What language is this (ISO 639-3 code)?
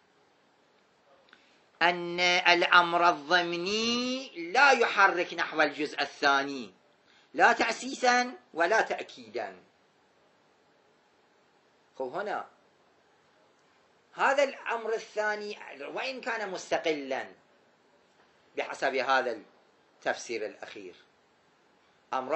ara